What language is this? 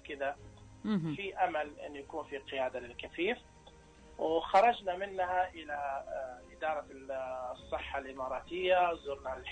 Najdi Arabic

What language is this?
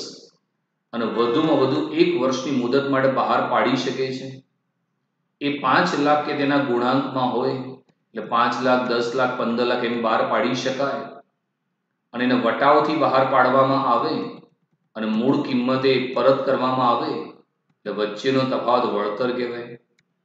Gujarati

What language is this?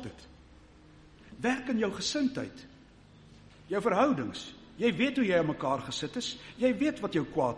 Afrikaans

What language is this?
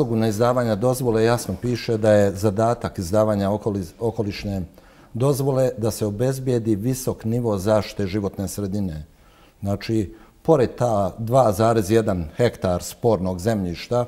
Bosnian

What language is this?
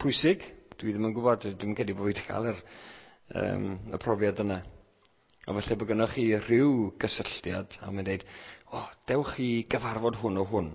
Welsh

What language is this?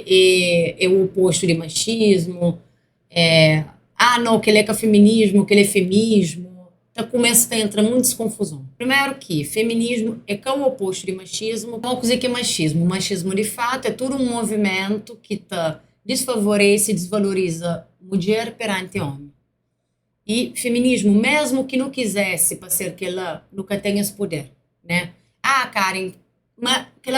Kabuverdianu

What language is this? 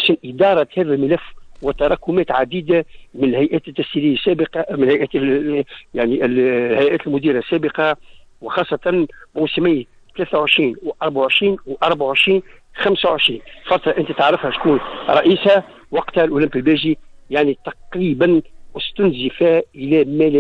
Tunisian Arabic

